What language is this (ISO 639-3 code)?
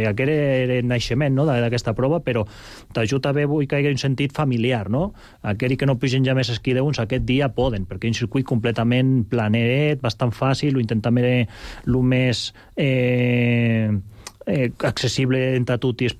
cat